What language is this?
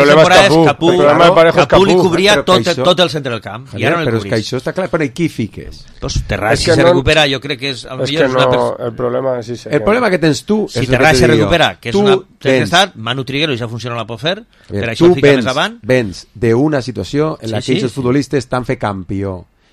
Catalan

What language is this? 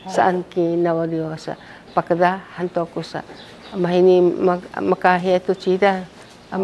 Sakizaya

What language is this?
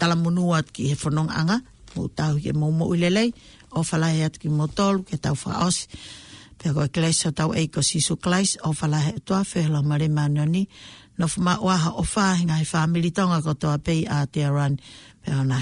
Tongan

